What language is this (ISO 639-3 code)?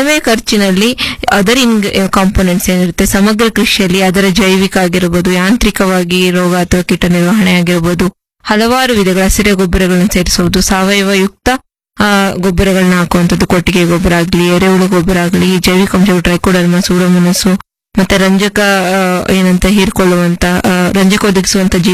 kan